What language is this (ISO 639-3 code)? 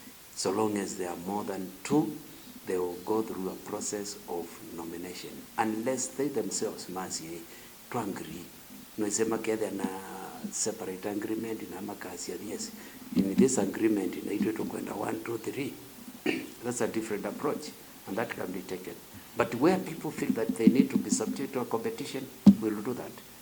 kam